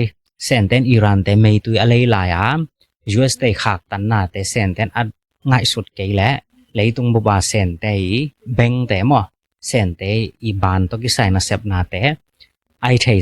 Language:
Tedim Chin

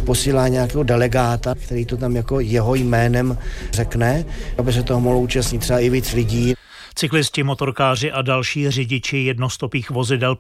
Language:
Czech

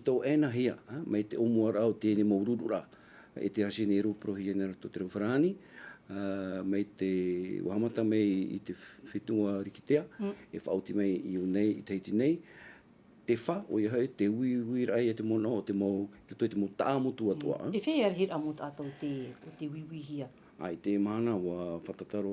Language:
Tahitian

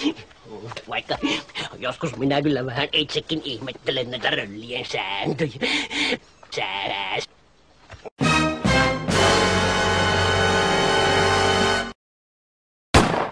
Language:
Finnish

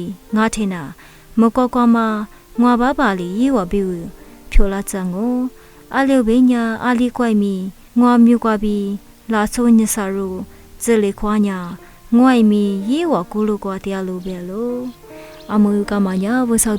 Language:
Lisu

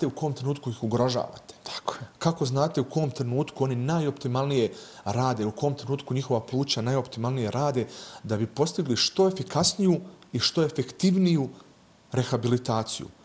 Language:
Bosnian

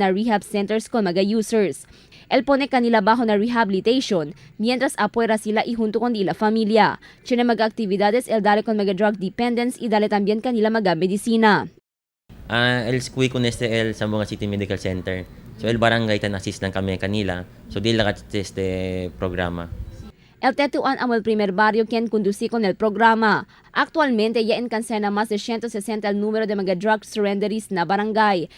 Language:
Chavacano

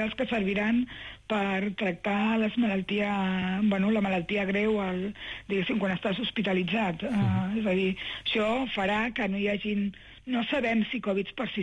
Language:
Catalan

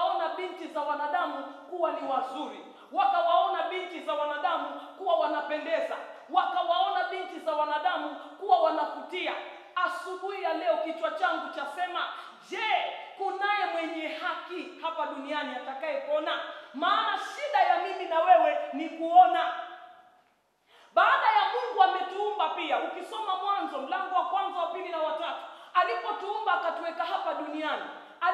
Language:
Swahili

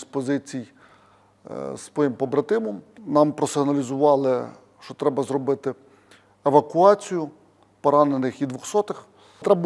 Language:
Ukrainian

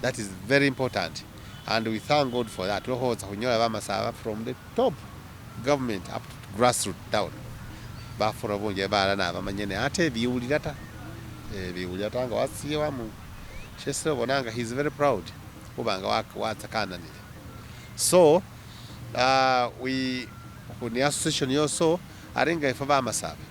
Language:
Masaaba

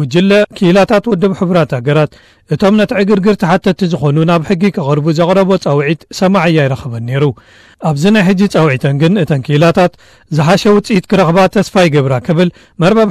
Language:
Tigrinya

